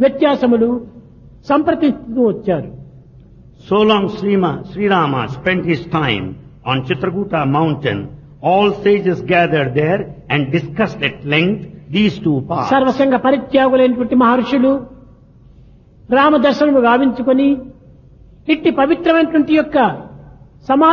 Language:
Telugu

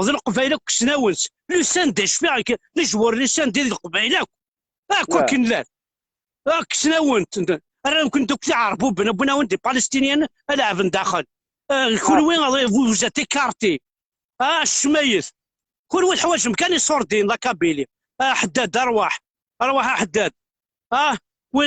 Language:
Kabyle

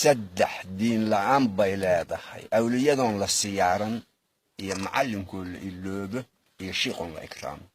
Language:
Somali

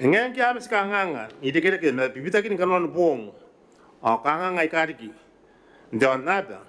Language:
Gilbertese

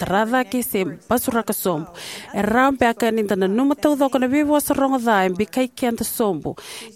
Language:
Fijian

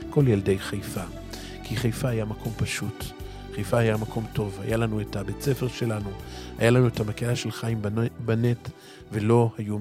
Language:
Hebrew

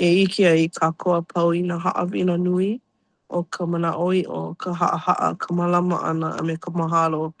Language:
Hawaiian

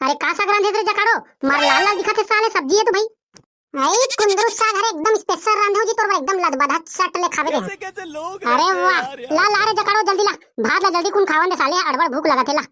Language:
Chhattisgarhi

